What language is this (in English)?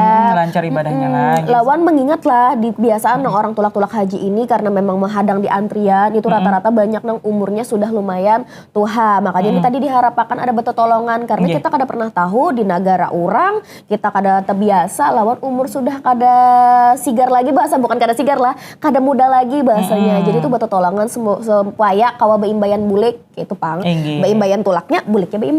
Banjar